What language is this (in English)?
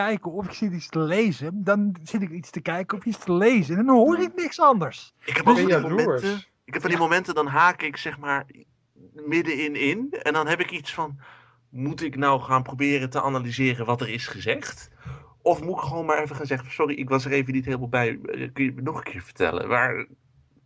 Dutch